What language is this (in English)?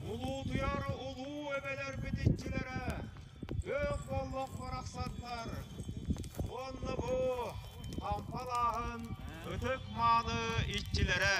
Yakut